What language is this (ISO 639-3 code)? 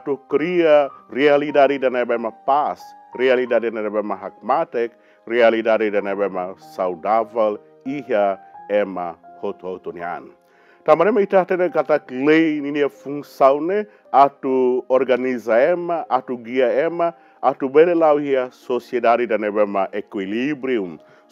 tet